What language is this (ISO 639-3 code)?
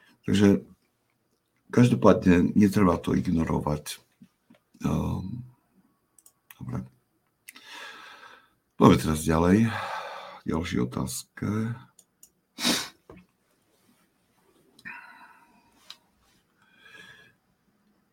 slk